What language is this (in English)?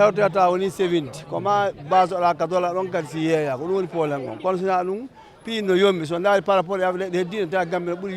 Fula